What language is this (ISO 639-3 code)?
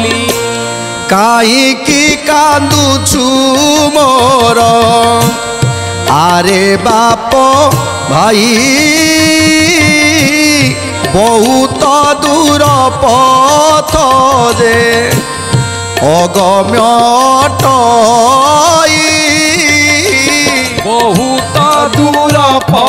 ori